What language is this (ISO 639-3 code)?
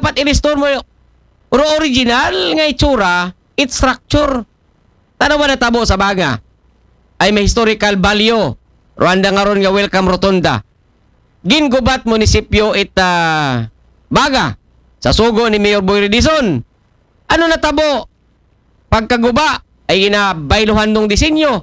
akl